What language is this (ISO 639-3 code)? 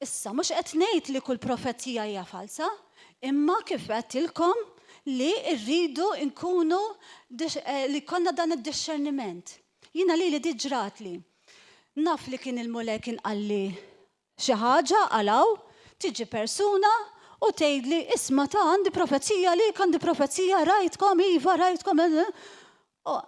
mlt